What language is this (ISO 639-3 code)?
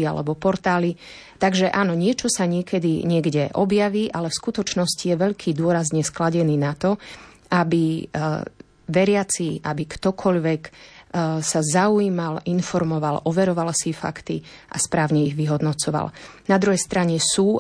slk